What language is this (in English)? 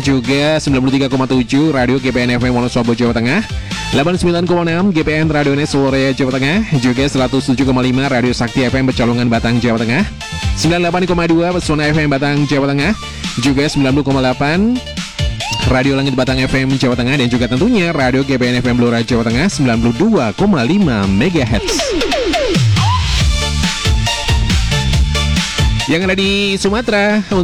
Indonesian